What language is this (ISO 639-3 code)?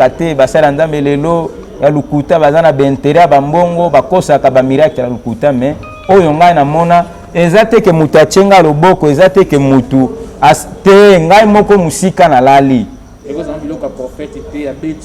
lin